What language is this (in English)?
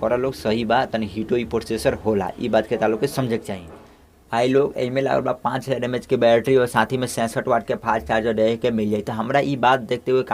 Bhojpuri